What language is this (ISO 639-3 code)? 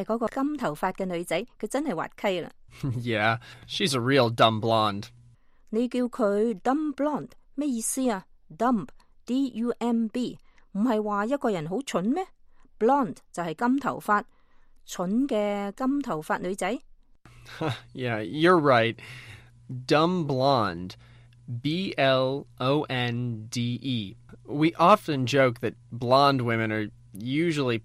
yue